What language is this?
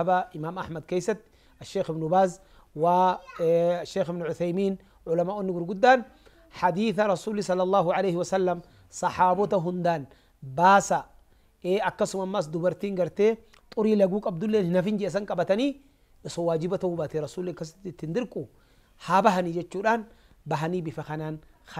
Oromo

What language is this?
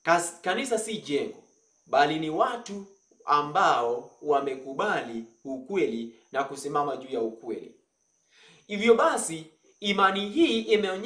Swahili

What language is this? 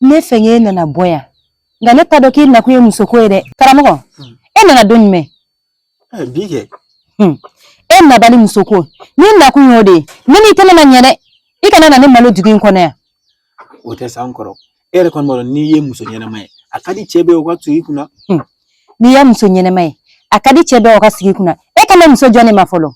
Bambara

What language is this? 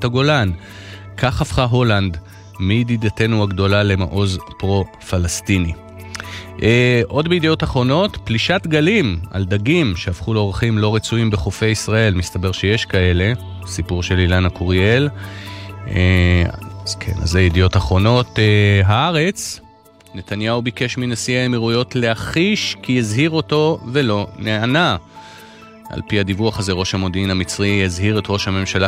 Hebrew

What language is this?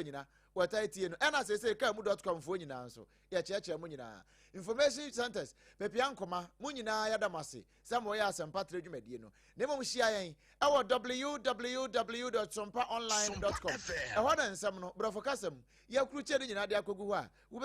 Akan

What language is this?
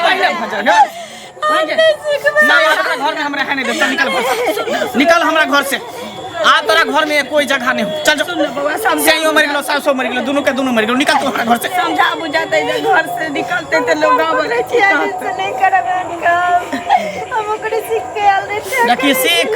Maithili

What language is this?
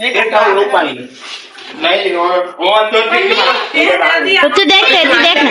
Chhattisgarhi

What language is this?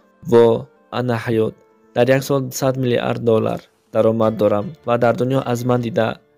Tajik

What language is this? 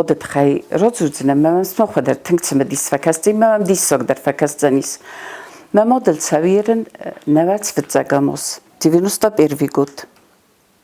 Ossetic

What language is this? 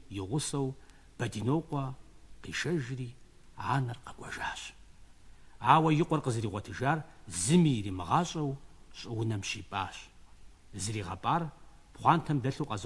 Kabardian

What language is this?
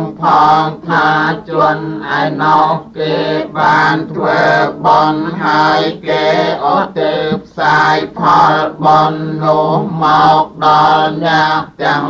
Khmer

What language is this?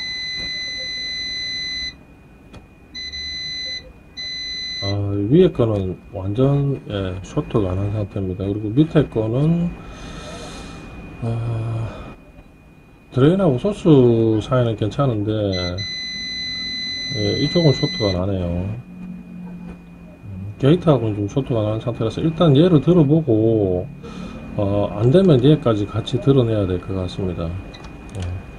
Korean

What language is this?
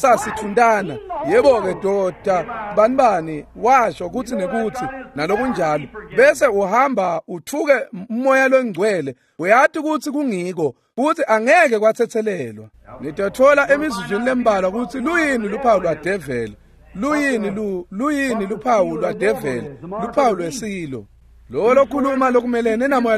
Swati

